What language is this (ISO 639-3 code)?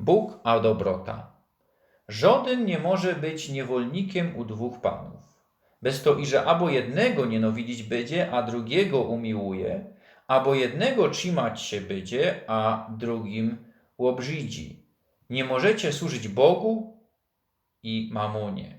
szl